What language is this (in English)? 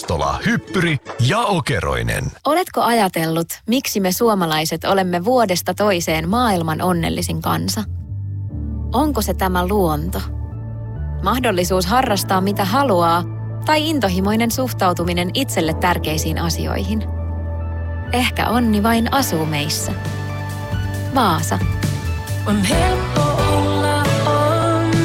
Finnish